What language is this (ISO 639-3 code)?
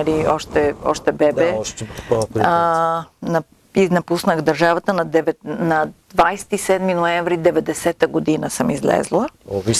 bul